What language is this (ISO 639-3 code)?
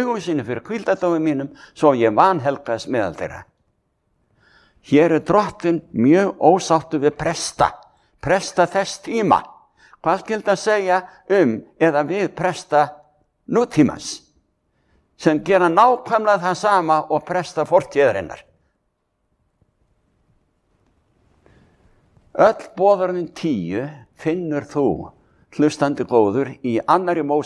isl